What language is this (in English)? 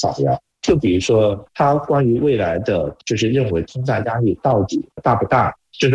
Chinese